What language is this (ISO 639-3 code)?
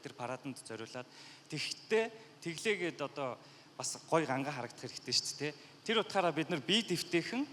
mon